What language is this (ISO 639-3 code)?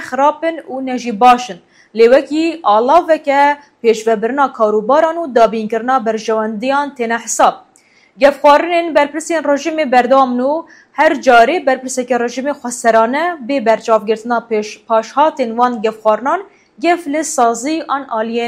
kur